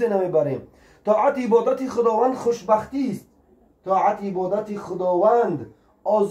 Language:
Tajik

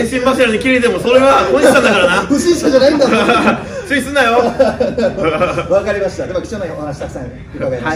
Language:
Japanese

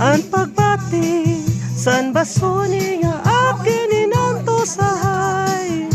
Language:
Waray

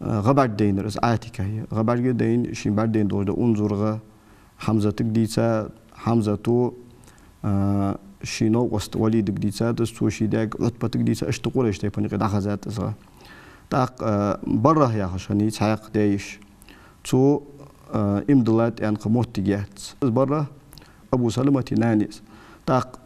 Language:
Ingush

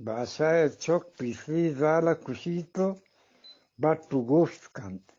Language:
Eastern Balochi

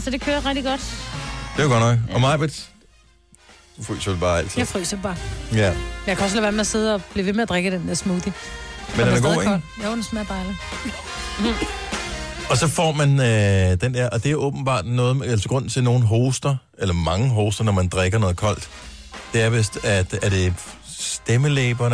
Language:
Danish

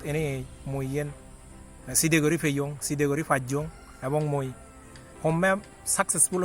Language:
Chakma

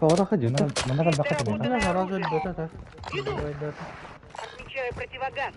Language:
Yakut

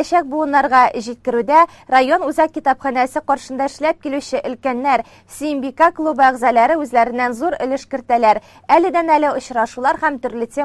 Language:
Tatar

